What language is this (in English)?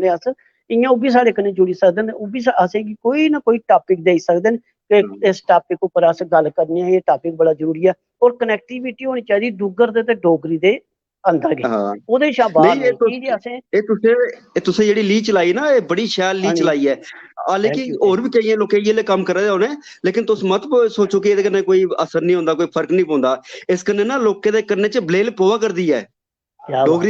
Dogri